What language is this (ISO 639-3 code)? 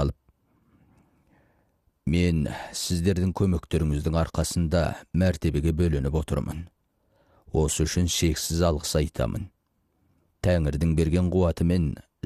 kaz